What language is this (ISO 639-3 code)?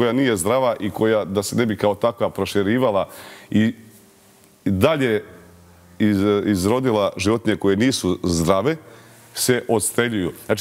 srp